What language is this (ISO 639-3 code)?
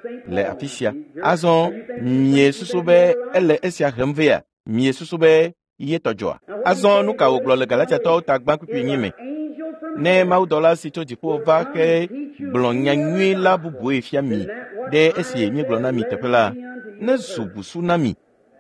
ewe